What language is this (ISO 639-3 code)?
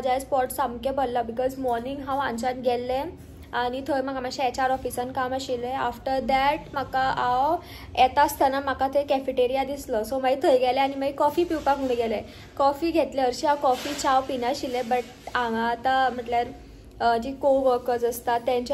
kok